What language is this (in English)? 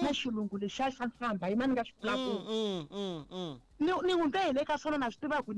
Tsonga